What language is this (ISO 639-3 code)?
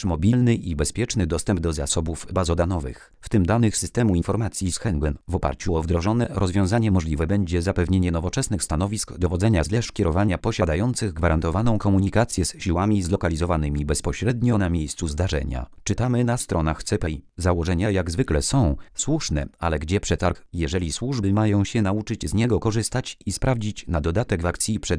pol